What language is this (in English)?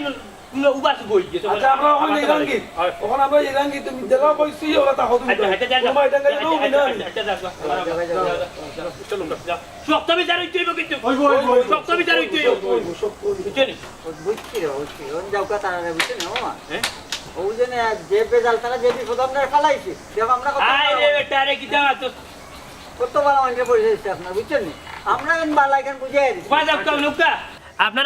Sylheti